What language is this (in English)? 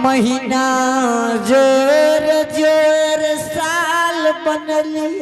Angika